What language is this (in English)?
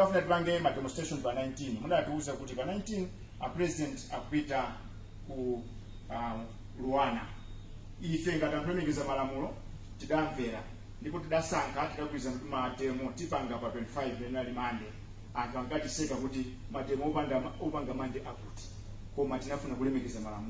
Nyanja